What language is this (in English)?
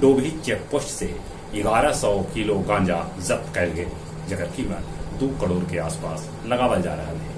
Magahi